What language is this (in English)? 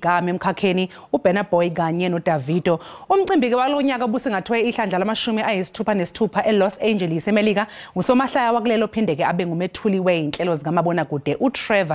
Zulu